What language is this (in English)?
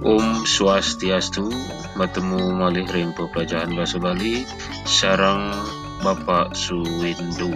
Balinese